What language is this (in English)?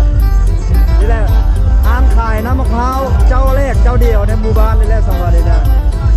Lao